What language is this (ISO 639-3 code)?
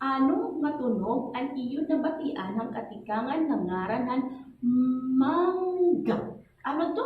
war